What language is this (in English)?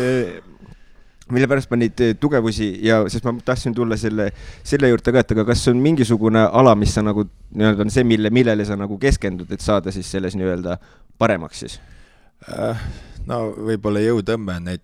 Estonian